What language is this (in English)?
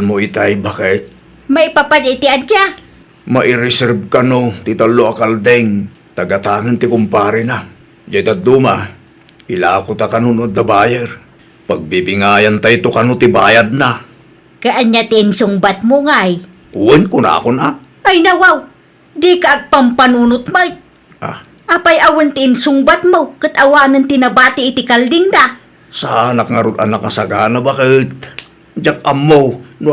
Iloko